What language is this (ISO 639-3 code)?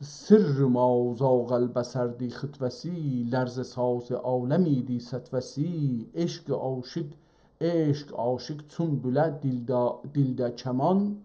azb